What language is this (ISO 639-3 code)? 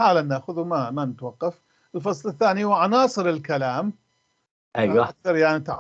apc